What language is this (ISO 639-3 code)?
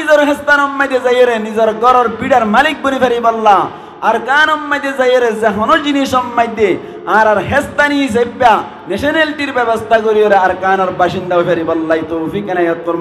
rhg